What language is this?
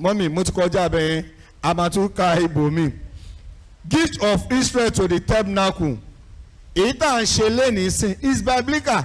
Yoruba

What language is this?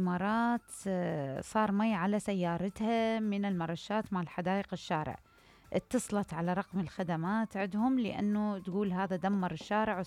Mesopotamian Arabic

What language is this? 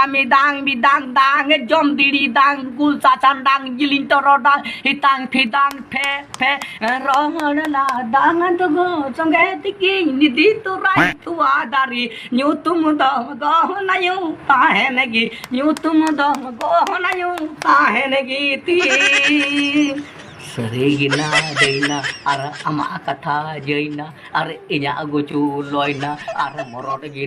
Santali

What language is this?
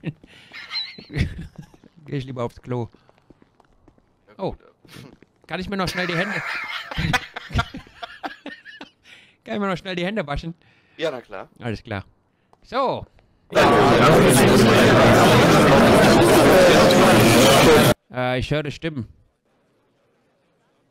German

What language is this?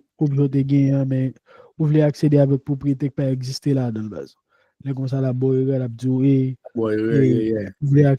Haitian Creole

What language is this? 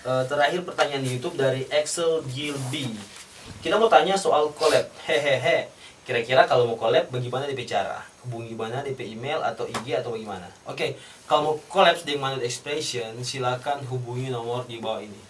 Manado Malay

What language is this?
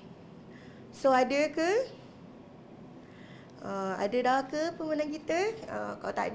Malay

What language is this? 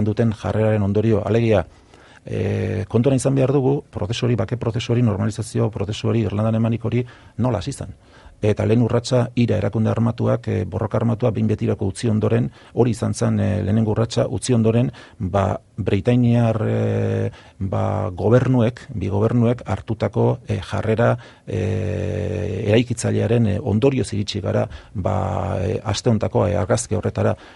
Basque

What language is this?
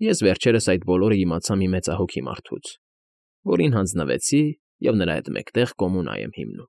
Armenian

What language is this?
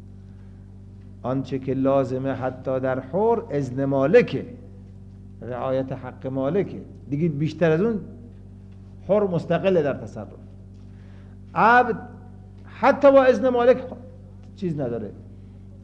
Persian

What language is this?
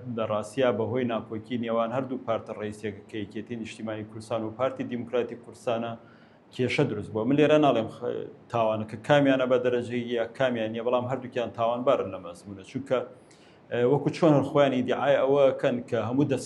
Central Kurdish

